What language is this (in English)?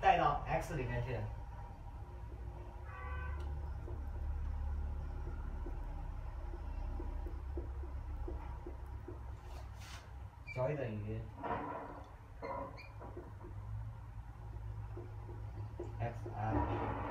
Chinese